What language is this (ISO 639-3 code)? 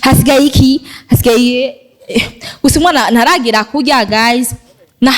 run